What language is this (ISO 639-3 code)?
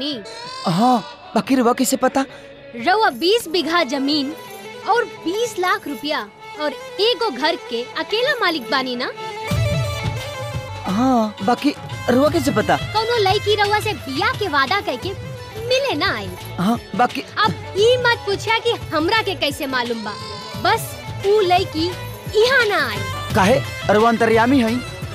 bho